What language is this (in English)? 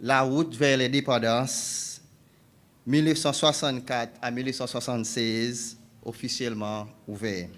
Seselwa Creole French